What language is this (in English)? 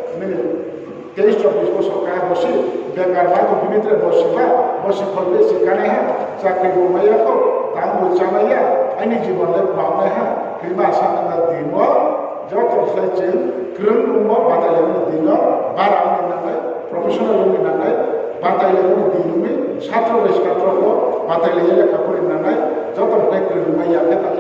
Riang (India)